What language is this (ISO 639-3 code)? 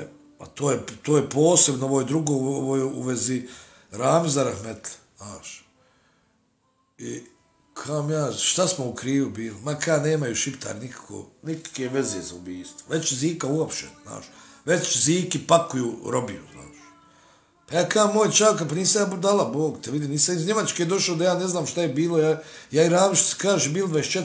bos